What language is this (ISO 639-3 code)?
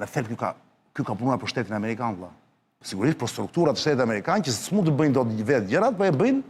sqi